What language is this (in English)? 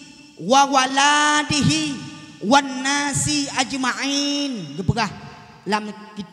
Achinese